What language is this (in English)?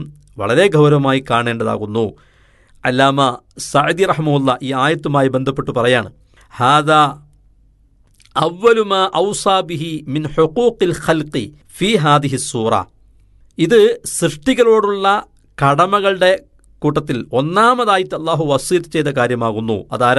Malayalam